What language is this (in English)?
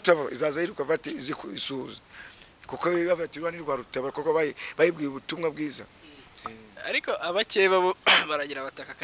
Kinyarwanda